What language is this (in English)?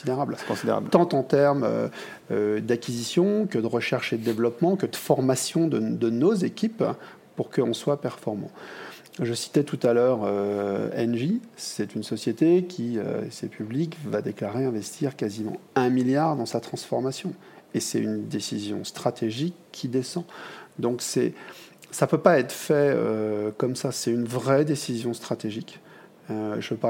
French